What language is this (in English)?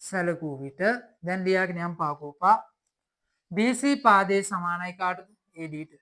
Sinhala